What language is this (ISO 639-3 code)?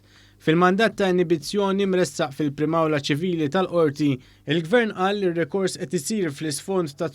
mlt